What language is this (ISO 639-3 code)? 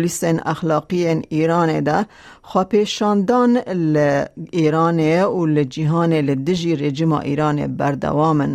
kur